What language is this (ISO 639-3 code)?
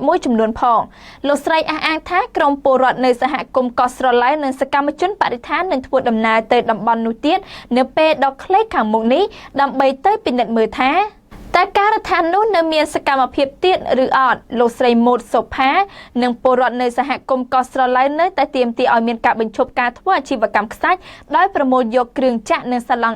khm